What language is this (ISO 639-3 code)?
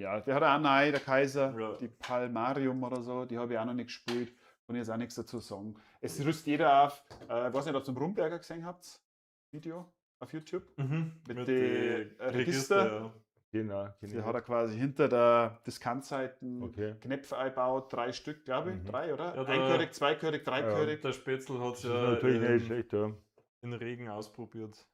bar